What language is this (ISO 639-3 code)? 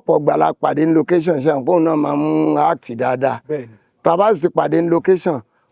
yor